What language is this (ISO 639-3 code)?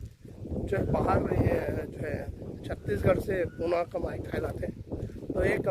hne